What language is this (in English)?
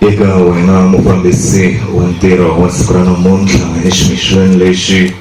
Tsonga